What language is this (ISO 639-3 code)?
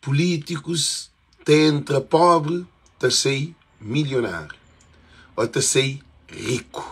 kea